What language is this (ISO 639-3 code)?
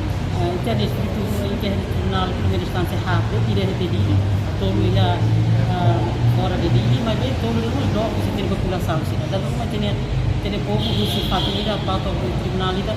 tet